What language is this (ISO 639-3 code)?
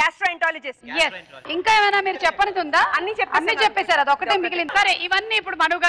tel